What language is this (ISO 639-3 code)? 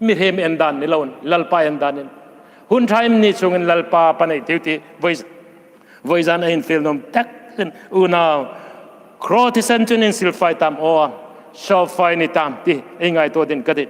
hmr